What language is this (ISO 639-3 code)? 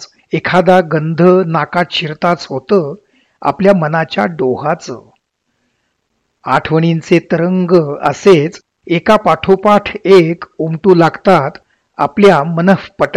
mar